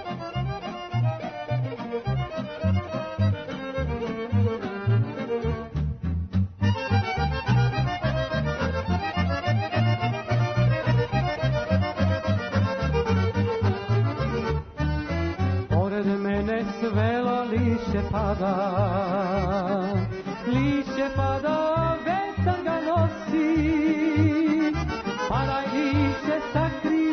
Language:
Serbian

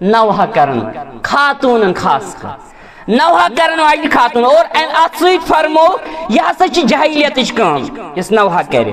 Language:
Kashmiri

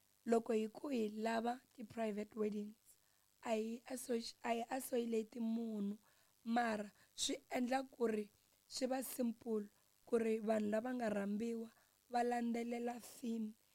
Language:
Tsonga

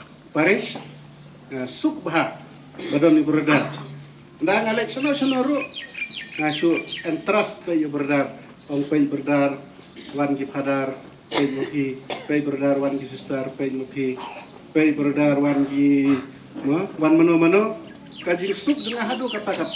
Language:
Khasi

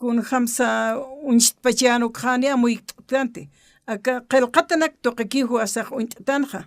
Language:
Aymara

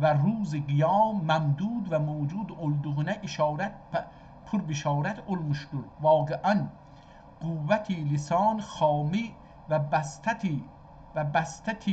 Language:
South Azerbaijani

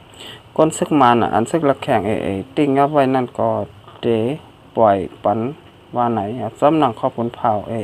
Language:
Shan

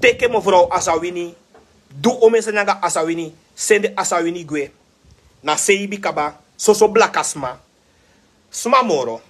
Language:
Sranan Tongo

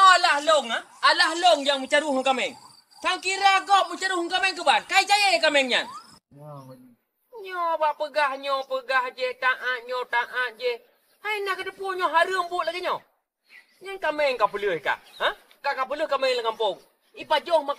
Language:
Achinese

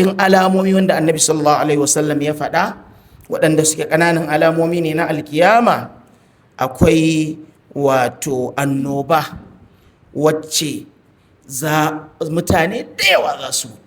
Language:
Hausa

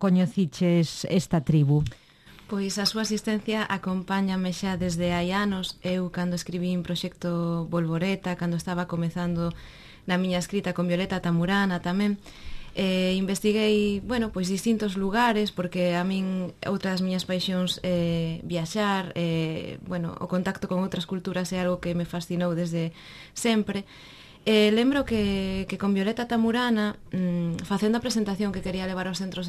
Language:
Galician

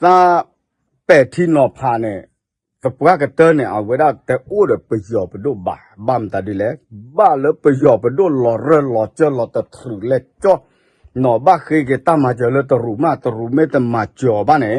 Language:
S'gaw Karen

